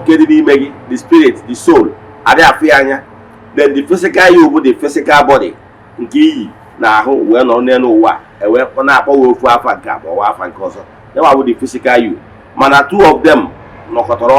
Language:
Igbo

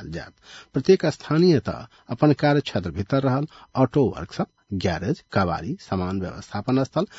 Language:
Maithili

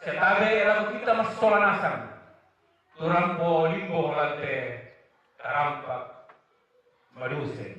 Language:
Toraja-Sa'dan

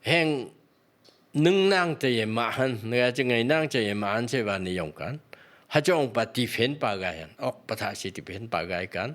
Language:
Phom Naga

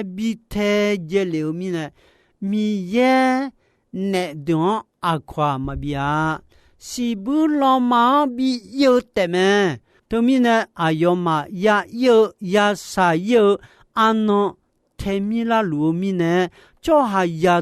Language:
Akha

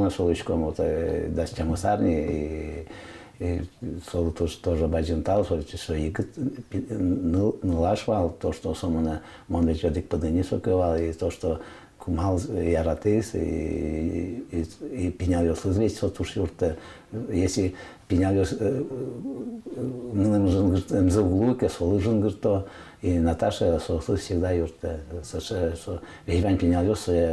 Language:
Udmurt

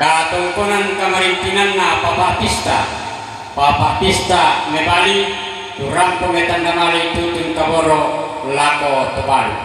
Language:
Toraja-Sa'dan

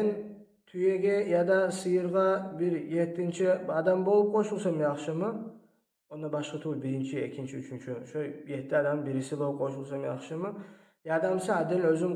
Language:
Kumyk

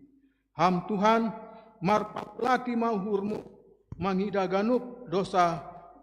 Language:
Batak Simalungun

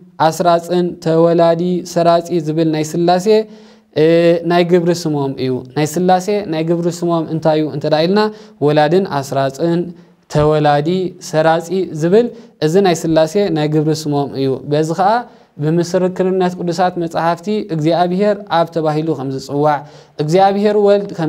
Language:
Tigrinya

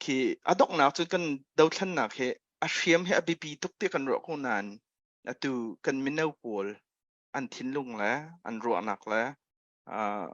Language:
Hakha Chin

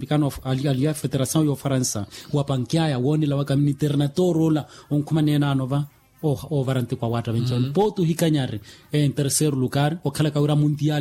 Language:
Makhuwa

